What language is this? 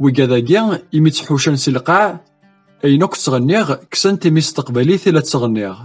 Kabyle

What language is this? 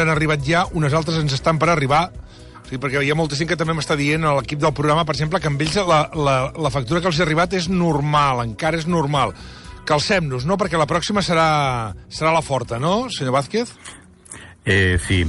Catalan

